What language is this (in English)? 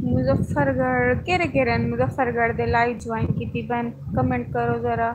Saraiki